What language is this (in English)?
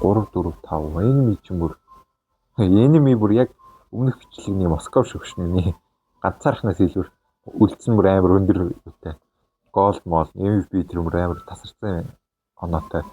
Mongolian